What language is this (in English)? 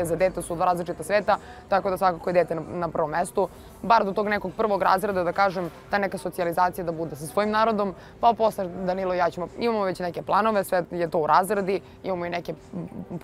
Serbian